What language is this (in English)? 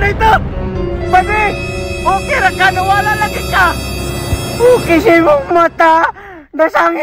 Cebuano